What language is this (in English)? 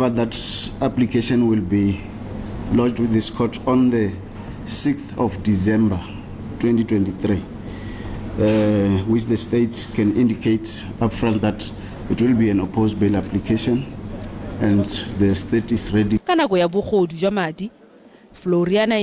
Tswana